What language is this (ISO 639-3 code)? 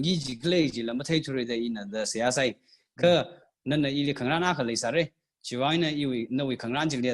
nmf